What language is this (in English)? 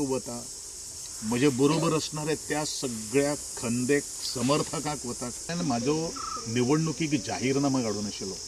Konkani